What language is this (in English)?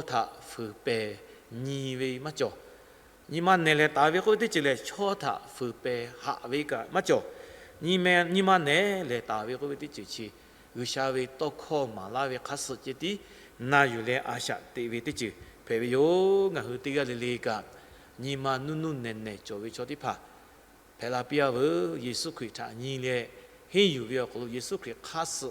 Lahu